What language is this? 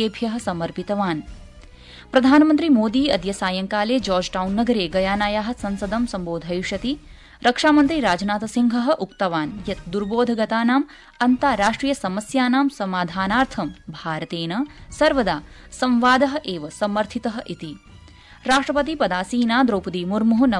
Sanskrit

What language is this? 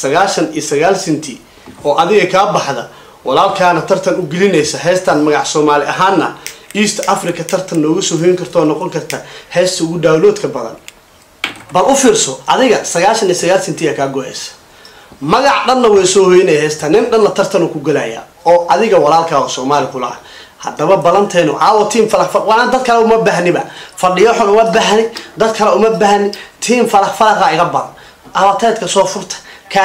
Somali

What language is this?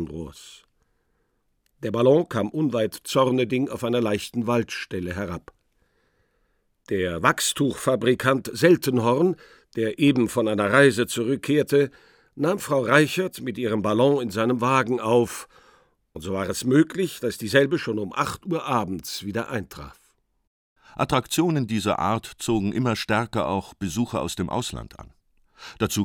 German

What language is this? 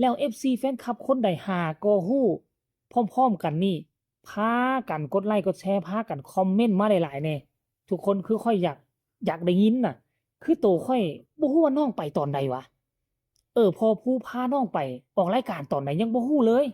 Northeastern Thai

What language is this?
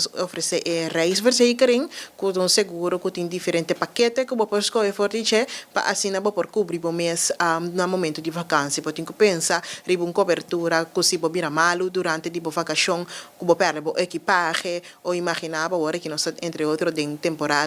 Papiamento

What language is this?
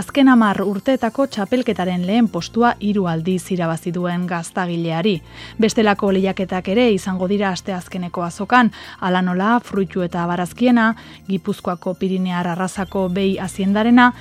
Basque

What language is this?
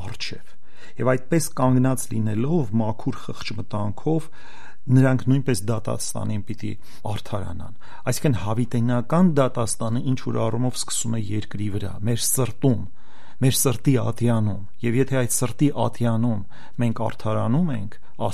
Armenian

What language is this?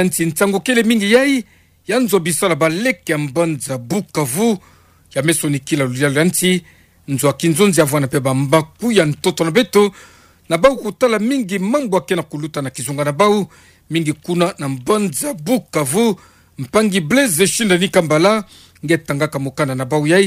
Kituba (Democratic Republic of Congo)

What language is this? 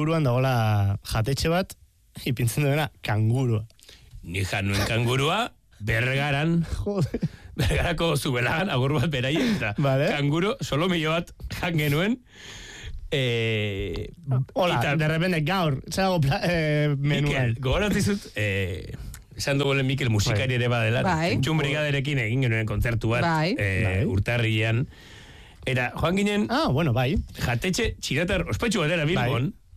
Basque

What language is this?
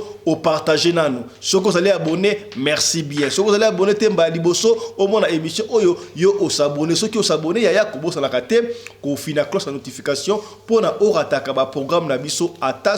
Lingala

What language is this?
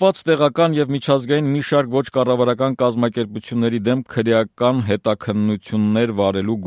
Armenian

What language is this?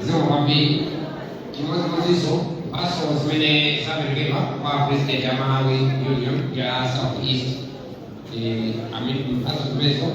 Nyanja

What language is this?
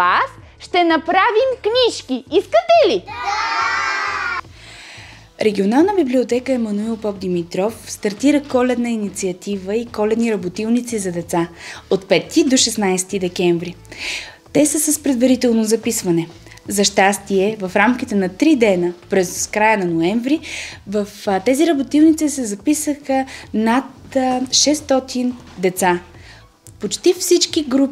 Bulgarian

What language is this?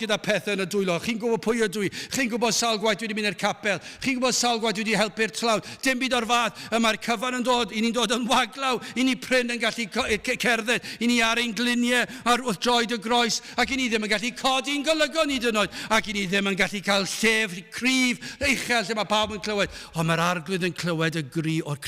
Welsh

